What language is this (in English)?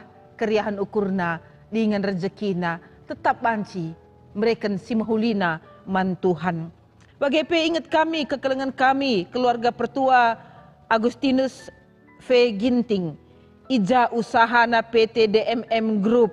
Batak Karo